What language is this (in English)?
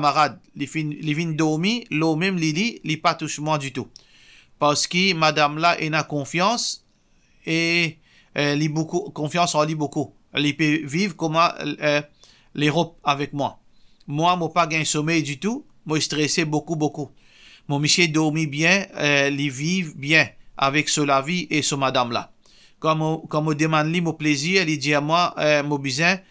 Morisyen